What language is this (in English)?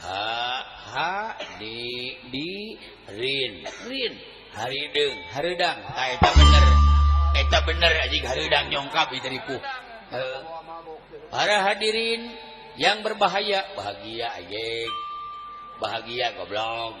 Sundanese